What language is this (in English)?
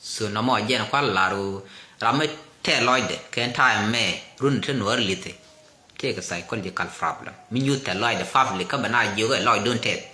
Nuer